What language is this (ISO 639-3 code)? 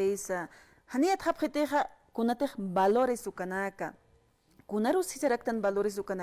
aym